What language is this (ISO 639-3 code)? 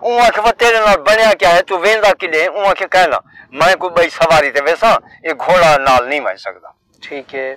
skr